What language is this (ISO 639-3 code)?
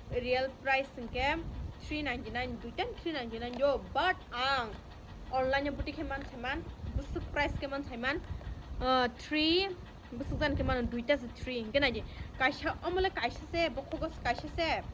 trp